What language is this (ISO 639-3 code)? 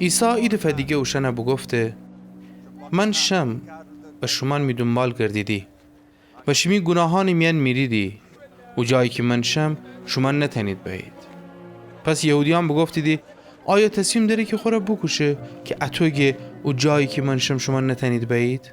glk